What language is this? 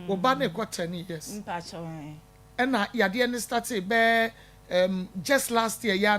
Akan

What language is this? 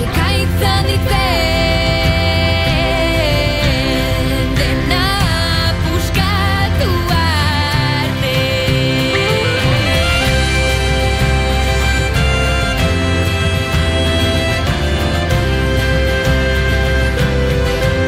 Basque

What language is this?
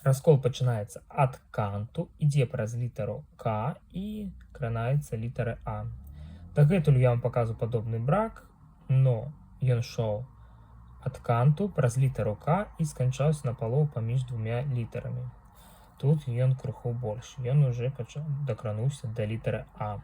Belarusian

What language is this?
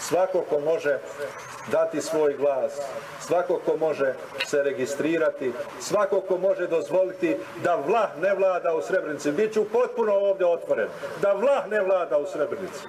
Croatian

